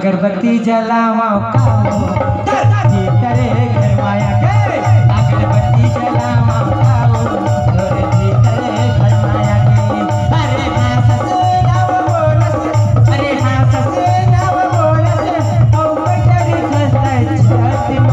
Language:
Chhattisgarhi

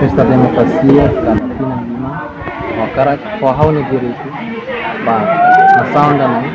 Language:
Tetum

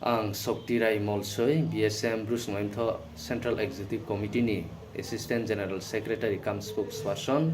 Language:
Riang (India)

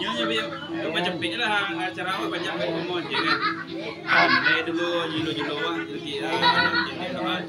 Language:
Minangkabau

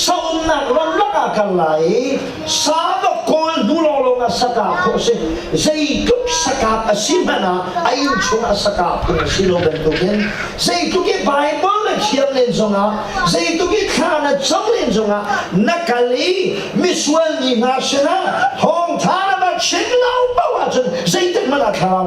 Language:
Hakha Chin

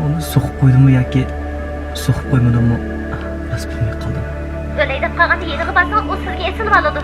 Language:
Uyghur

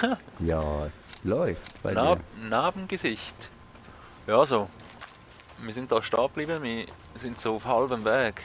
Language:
Swiss German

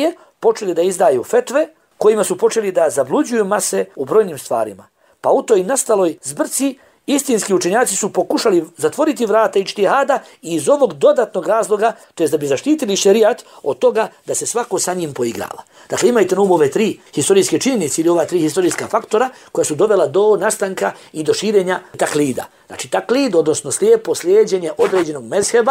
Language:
Bosnian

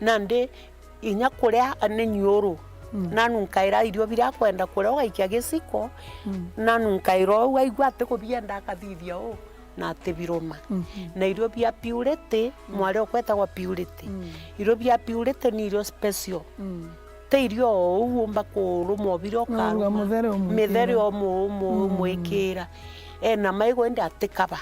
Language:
Meru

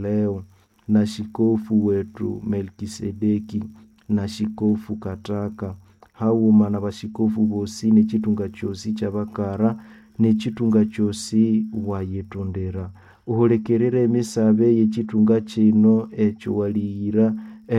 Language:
Nande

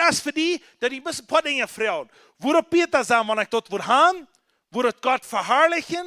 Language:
Plautdietsch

